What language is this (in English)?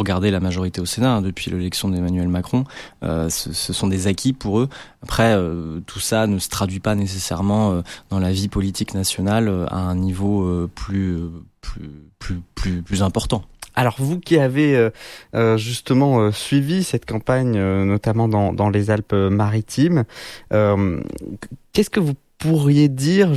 French